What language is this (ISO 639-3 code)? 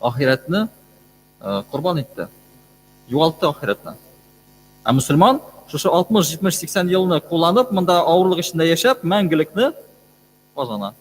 tat